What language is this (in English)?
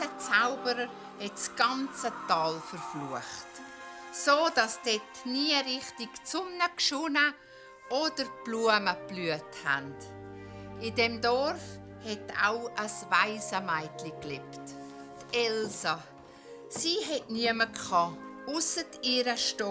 Swiss German